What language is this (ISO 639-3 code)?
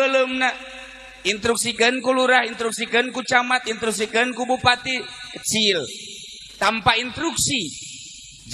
sun